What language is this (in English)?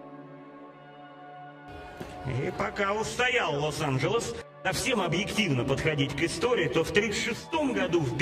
Russian